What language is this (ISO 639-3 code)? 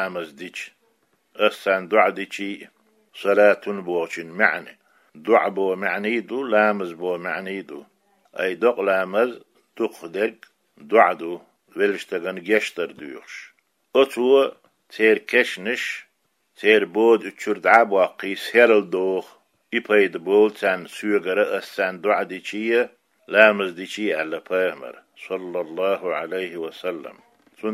che